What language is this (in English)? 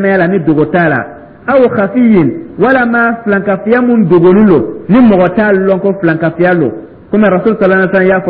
Dyula